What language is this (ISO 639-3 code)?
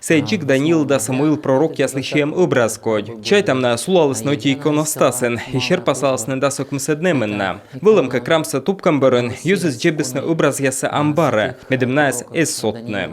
kom